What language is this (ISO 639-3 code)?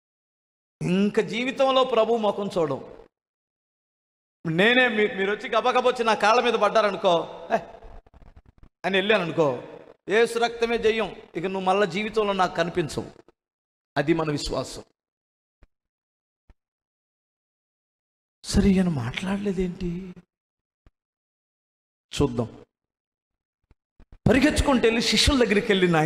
tel